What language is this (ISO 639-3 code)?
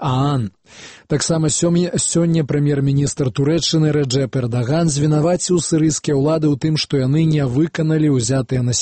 bel